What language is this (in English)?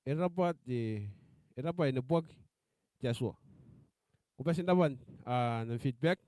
Gilbertese